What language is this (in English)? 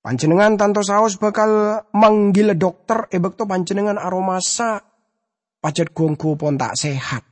Madurese